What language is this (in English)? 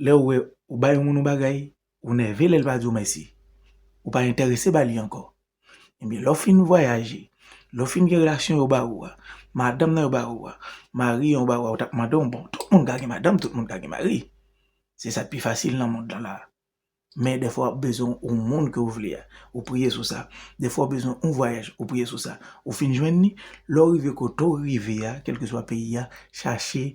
Haitian Creole